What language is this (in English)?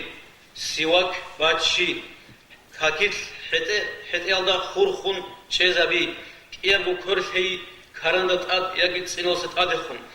Avaric